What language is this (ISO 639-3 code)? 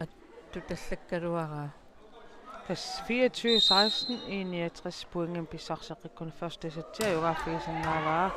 kal